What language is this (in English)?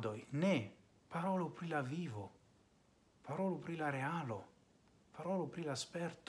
Esperanto